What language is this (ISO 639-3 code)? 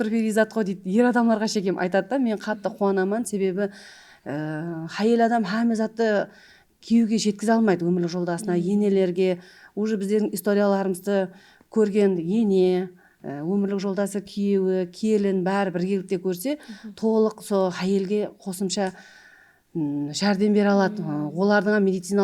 kaa